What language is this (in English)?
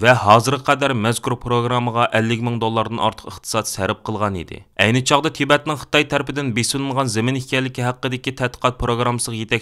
Uyghur